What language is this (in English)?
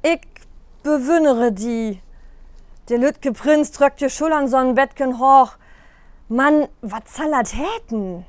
Low German